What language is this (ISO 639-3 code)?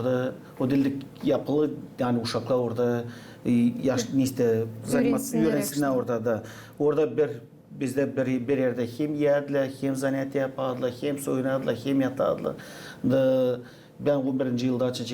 gag